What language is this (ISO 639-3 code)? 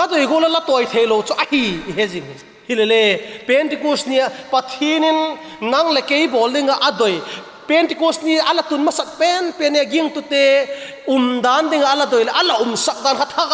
vap